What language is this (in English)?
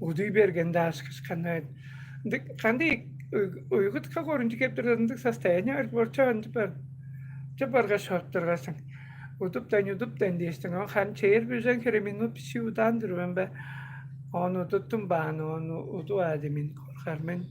Tuvinian